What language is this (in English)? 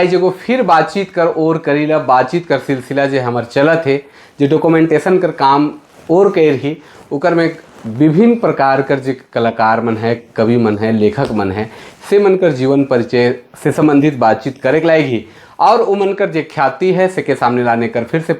Sadri